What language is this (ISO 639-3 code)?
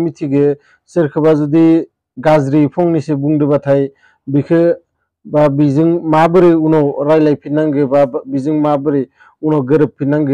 brx